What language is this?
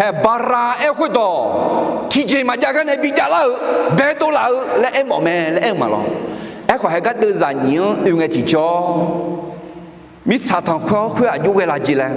Akha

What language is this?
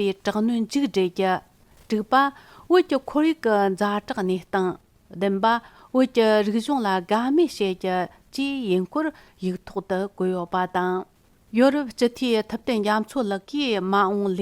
Tibetan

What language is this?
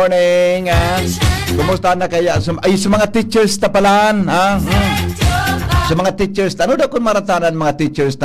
Bikol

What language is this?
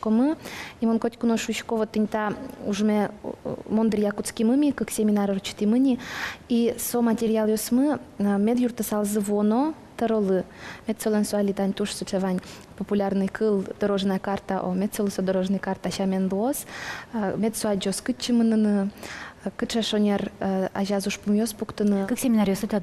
Udmurt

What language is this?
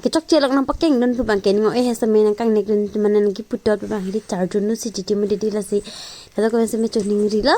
Karbi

